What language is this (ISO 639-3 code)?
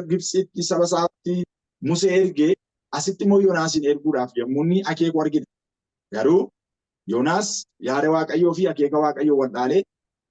orm